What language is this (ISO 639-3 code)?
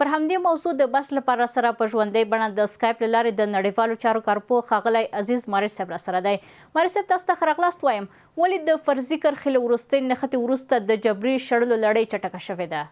pus